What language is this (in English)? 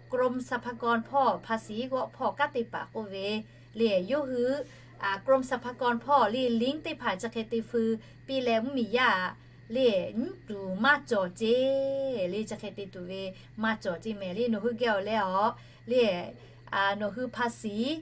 Lahu